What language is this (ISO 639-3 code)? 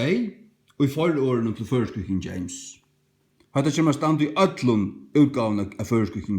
fao